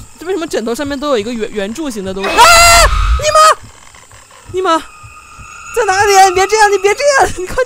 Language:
Chinese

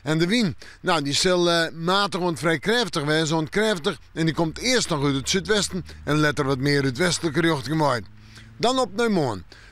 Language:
Western Frisian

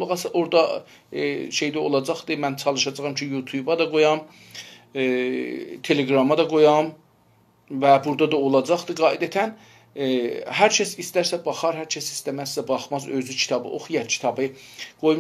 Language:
South Azerbaijani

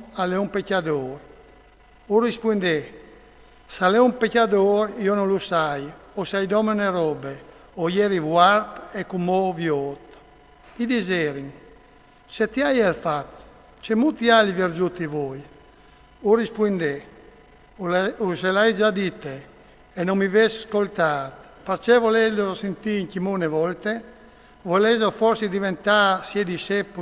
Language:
Friulian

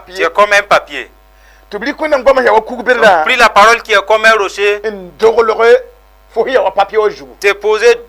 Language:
Mossi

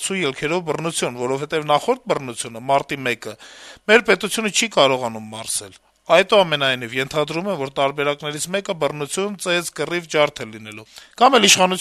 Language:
Armenian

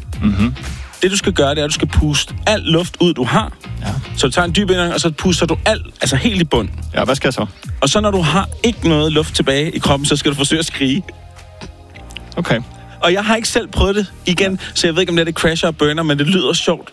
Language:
Danish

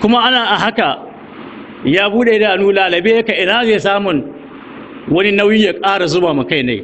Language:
Hausa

